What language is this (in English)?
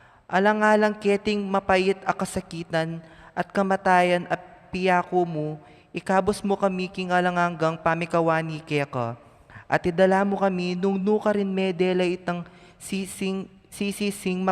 Pampanga